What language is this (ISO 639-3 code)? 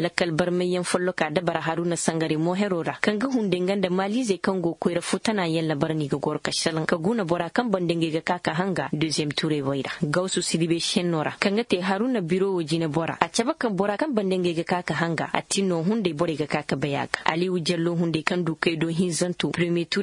ses